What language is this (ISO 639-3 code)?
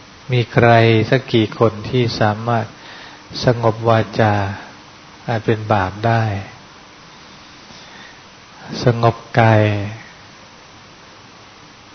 tha